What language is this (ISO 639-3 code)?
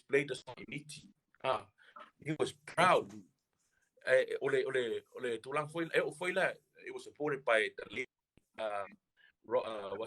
smo